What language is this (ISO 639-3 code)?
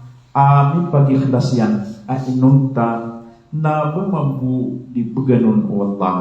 mrw